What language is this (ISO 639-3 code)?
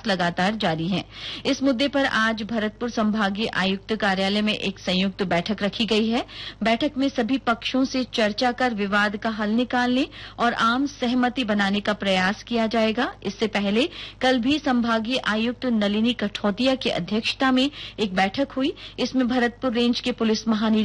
hin